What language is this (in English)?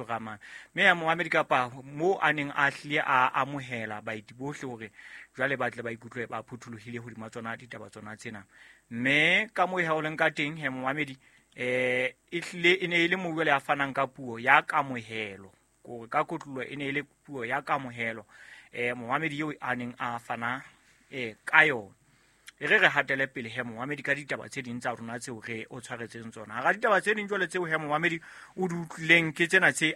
Southern Sotho